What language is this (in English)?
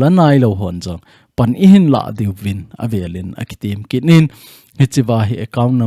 Thado Chin